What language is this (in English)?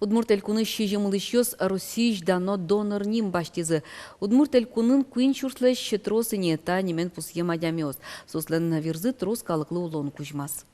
Udmurt